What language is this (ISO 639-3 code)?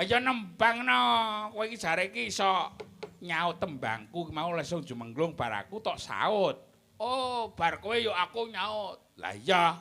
jav